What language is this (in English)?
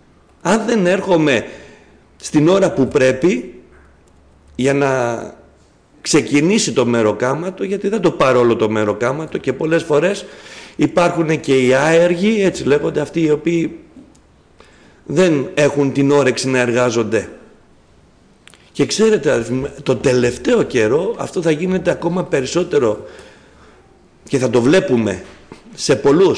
Greek